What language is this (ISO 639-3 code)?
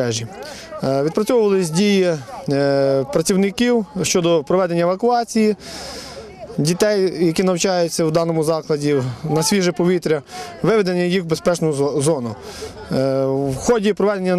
ukr